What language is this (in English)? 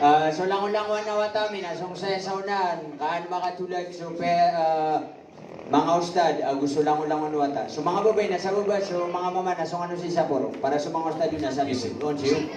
Maranao